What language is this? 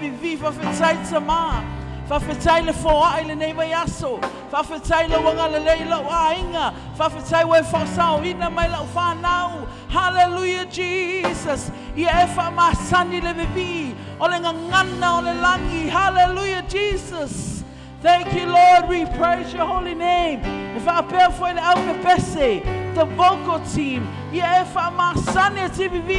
Samoan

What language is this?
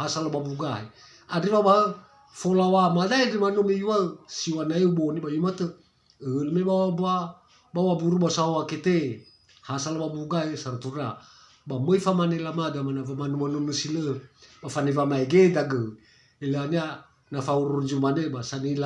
Nias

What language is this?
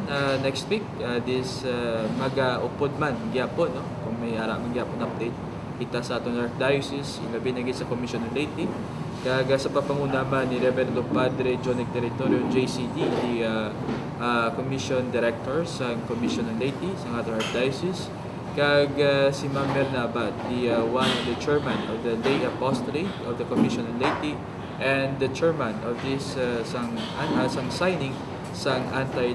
Hiligaynon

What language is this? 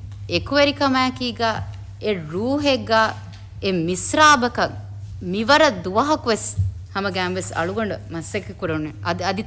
Divehi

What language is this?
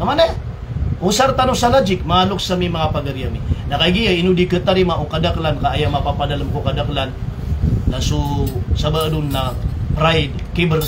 Maranao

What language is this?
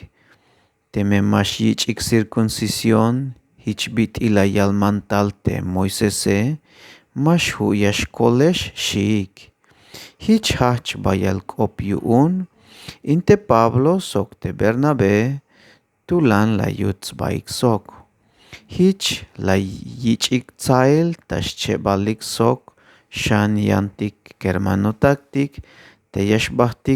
Tzeltal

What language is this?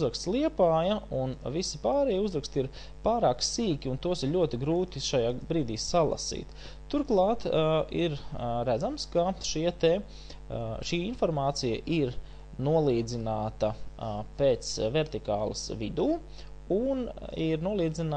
Latvian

